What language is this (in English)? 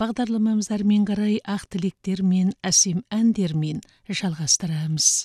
Kazakh